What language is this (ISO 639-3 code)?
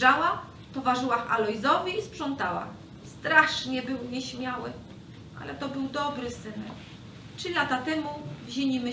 szl